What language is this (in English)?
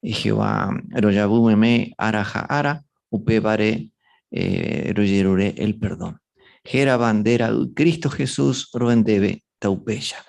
Guarani